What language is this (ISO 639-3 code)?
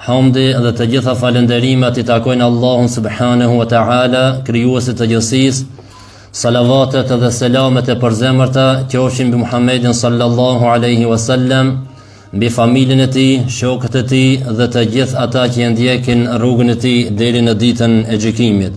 sqi